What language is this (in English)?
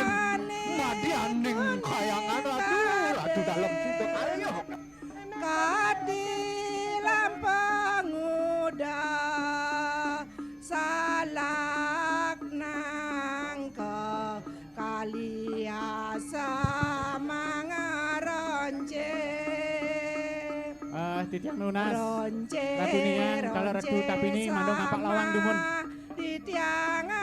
Balinese